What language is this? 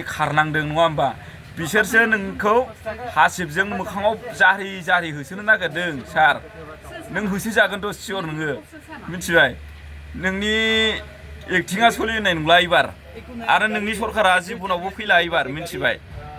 Bodo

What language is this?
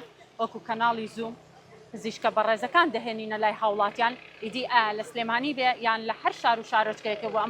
Central Kurdish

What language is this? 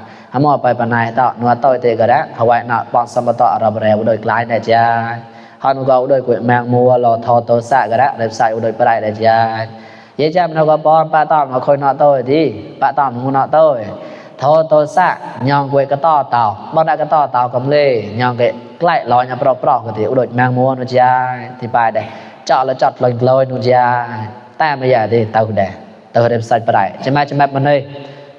Mon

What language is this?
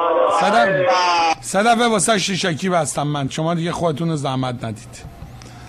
Persian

